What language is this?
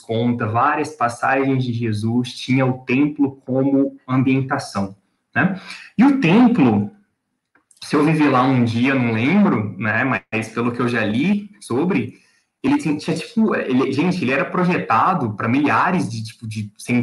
Portuguese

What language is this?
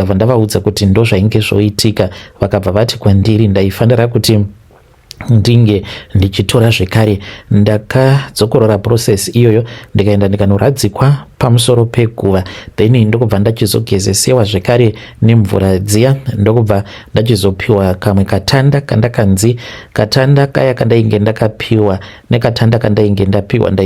Shona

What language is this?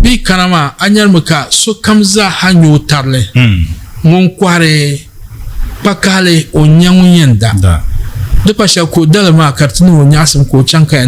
Dagbani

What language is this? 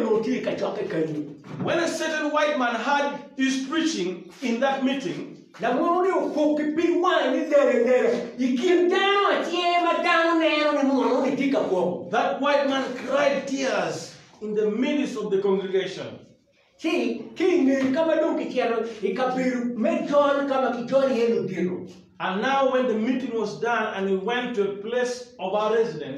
Acoli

